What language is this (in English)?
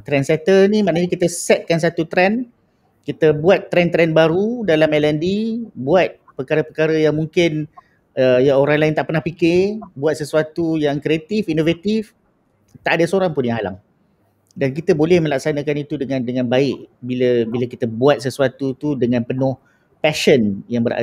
Malay